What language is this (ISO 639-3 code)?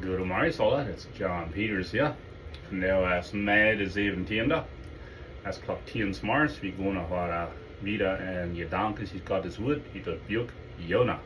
pdt